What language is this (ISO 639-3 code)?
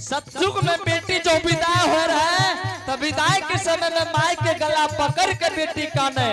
anp